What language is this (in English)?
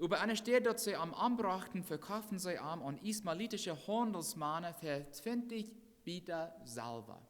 Plautdietsch